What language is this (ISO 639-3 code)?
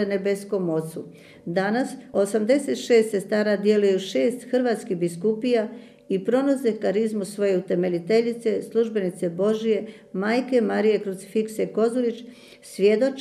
hrv